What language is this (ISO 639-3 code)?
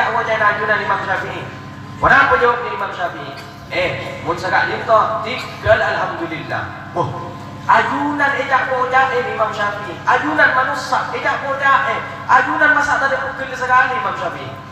mad